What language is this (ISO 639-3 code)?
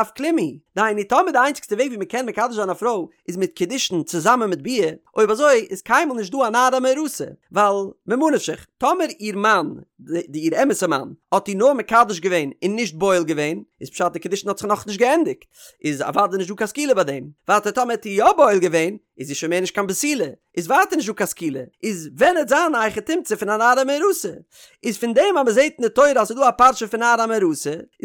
yid